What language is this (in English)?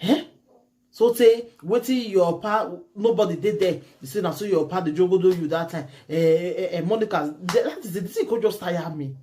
Nigerian Pidgin